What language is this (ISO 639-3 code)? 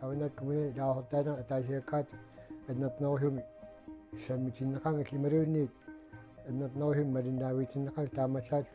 kal